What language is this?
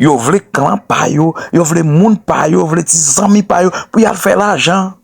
Haitian Creole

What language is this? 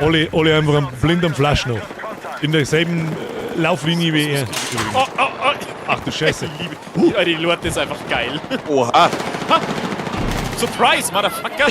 Bavarian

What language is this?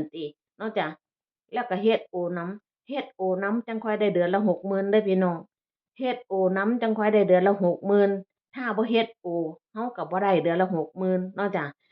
Northeastern Thai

